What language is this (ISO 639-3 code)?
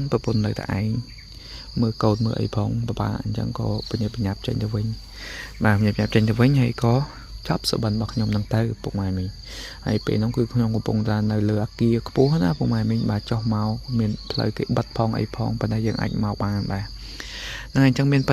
khm